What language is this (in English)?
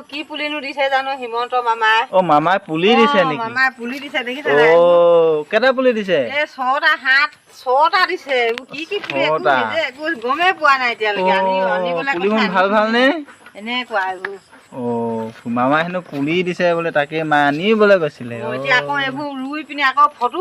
Assamese